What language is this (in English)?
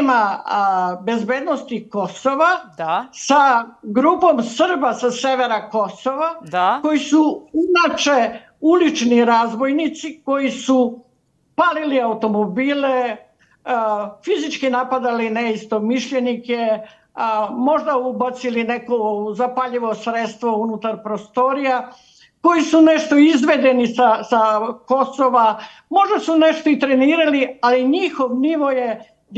Serbian